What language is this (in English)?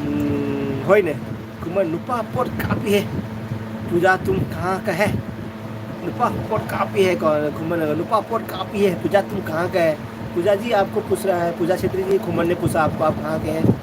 Manipuri